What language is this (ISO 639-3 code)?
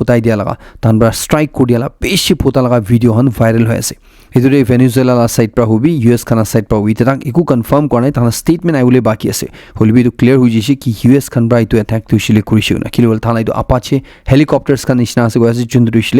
nag